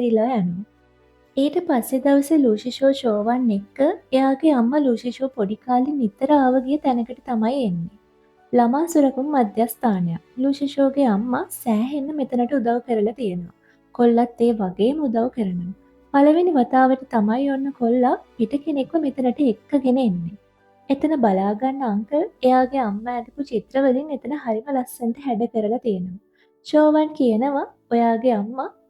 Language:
Sinhala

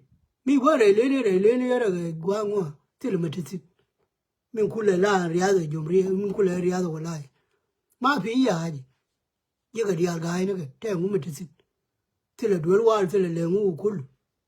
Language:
Nuer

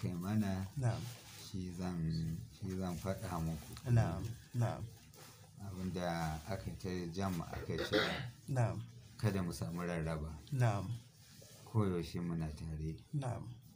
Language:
Hausa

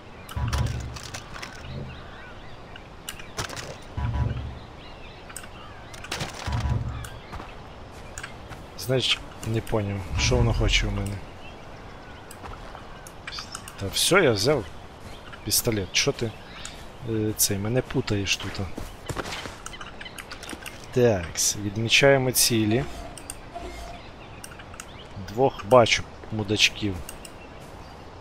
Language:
Ukrainian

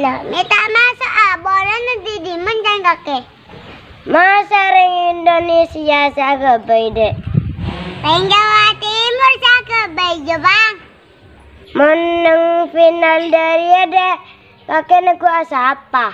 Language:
Madurese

